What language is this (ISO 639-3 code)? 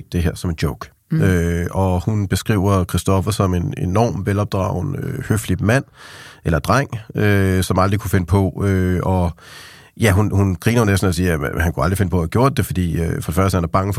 dan